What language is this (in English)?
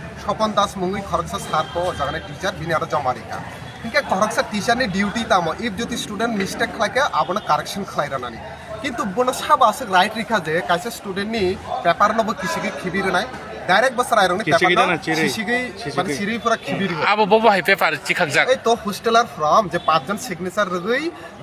Kok Borok